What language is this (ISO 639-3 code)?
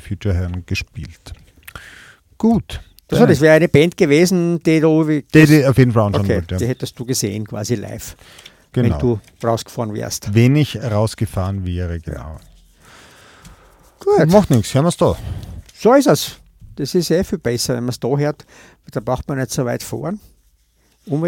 deu